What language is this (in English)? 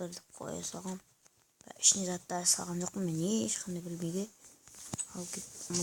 Kazakh